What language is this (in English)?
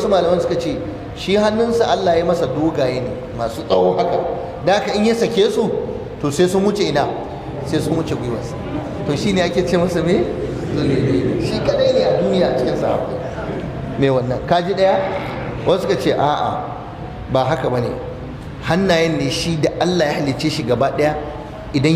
Hausa